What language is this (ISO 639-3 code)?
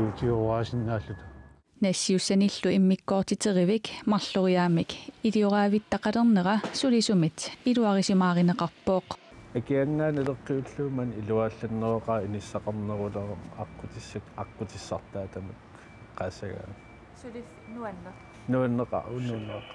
kal